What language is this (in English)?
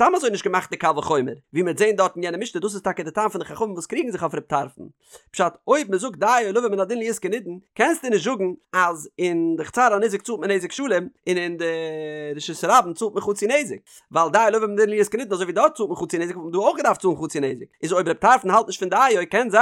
Yiddish